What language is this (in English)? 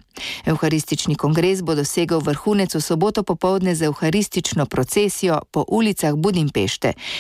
Slovenian